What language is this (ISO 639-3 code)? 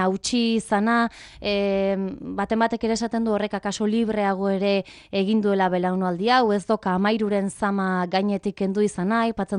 eus